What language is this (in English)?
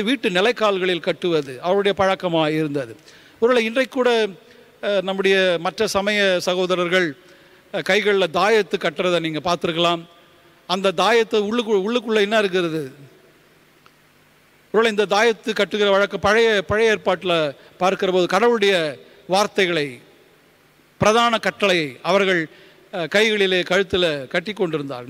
Tamil